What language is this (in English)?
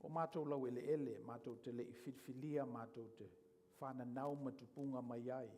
Samoan